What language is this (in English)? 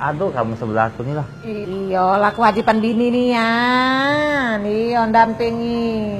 Musi